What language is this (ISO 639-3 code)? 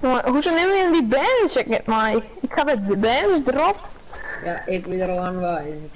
fry